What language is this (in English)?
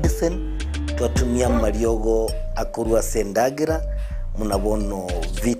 Gusii